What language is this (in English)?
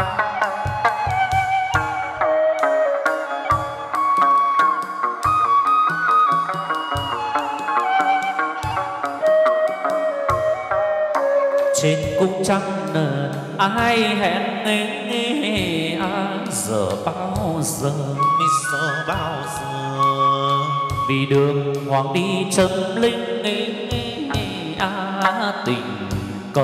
Vietnamese